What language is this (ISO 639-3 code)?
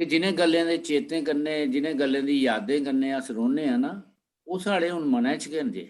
doi